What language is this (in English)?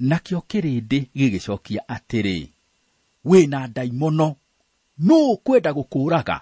Kikuyu